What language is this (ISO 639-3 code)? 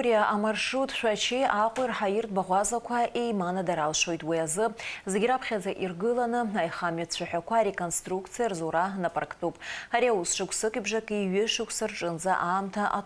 abk